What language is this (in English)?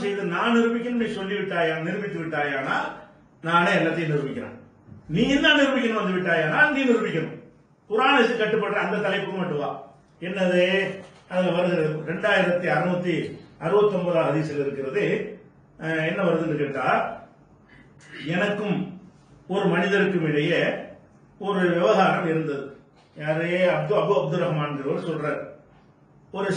Tamil